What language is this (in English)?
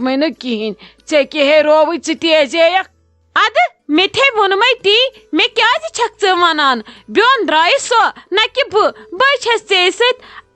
Kashmiri